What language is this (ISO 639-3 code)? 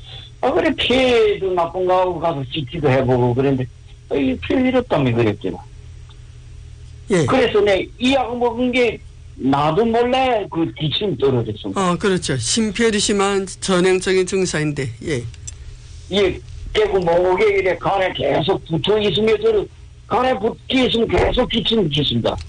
kor